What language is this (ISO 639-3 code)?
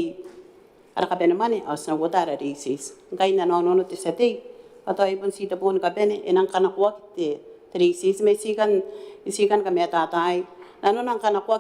gil